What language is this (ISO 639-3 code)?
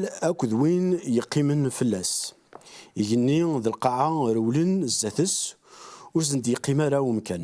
kab